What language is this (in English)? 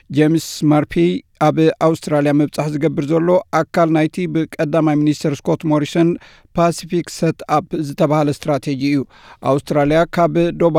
Tigrinya